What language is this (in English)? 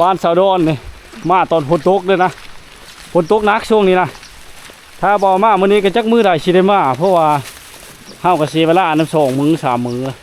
Lao